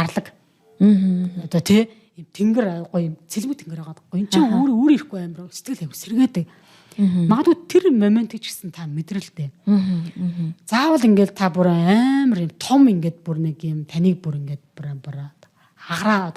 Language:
Mongolian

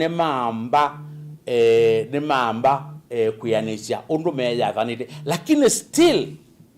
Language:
Kamba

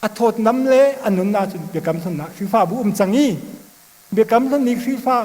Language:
Hakha Chin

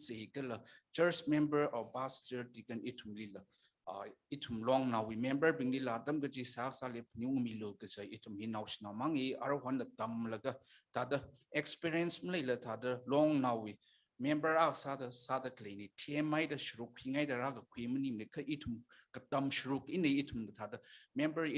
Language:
Tangkhul Naga (India)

